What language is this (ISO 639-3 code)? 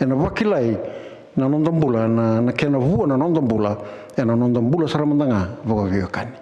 fij